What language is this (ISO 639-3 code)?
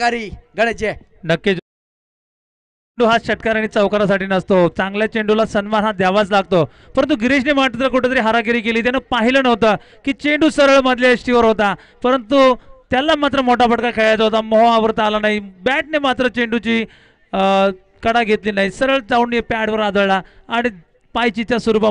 mar